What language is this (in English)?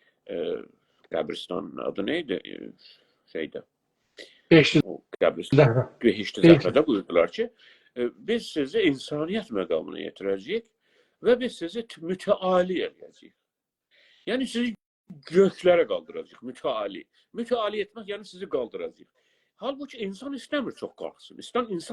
South Azerbaijani